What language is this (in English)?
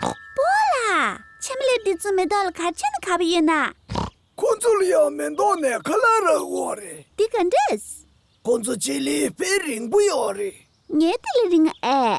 Tibetan